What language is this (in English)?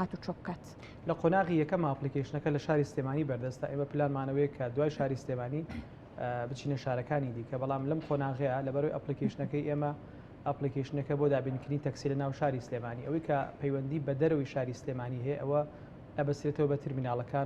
Central Kurdish